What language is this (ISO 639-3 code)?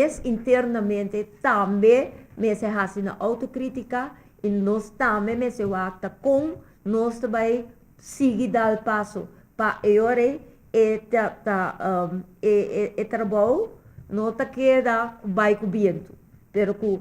pap